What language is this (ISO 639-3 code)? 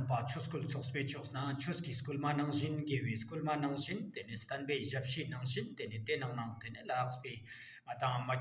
lbj